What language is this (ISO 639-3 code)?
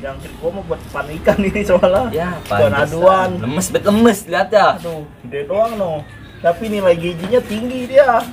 bew